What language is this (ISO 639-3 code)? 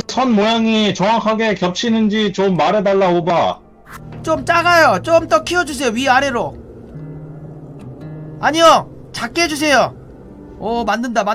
kor